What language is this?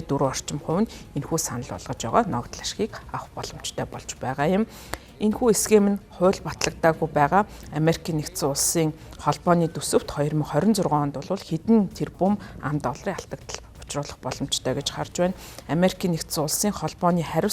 Mongolian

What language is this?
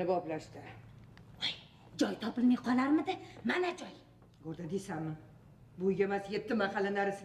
Uzbek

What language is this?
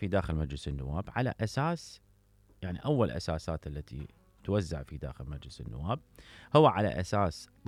Mesopotamian Arabic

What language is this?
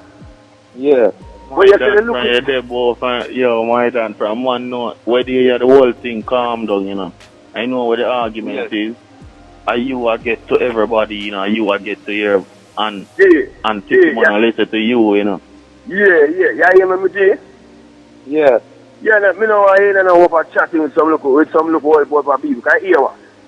Jamaican Creole English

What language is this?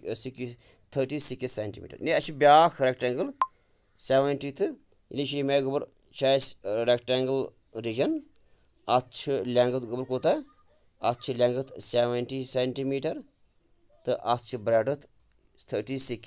Kashmiri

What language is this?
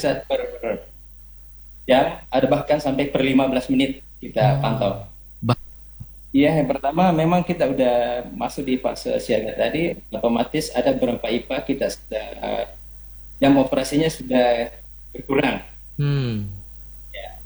Indonesian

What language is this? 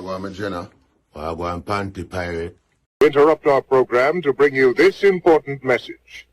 Jamaican Creole English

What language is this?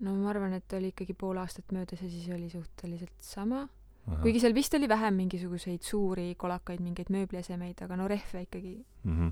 Estonian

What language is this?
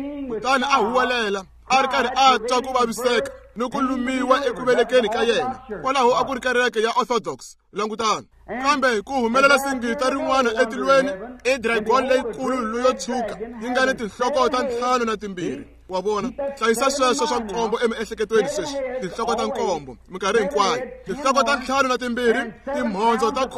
Tsonga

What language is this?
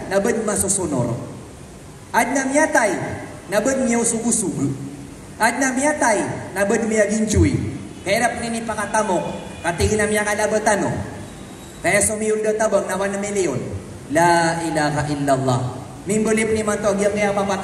Maranao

